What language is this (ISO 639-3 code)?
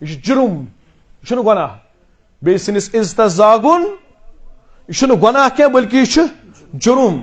kas